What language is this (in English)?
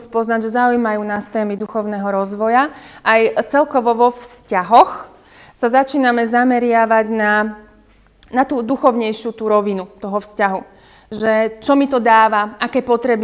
Slovak